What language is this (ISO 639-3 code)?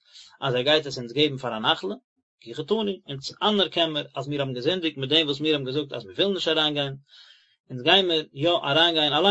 yid